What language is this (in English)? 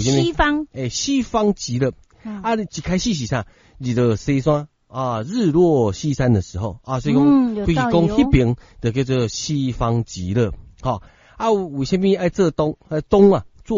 Min Nan Chinese